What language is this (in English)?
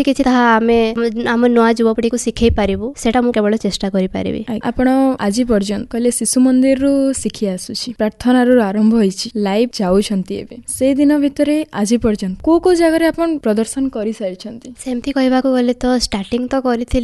Odia